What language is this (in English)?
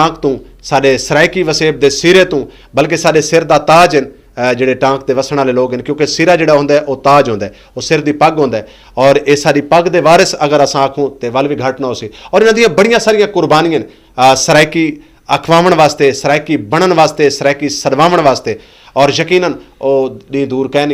Saraiki